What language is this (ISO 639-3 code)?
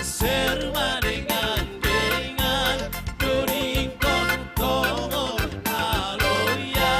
bts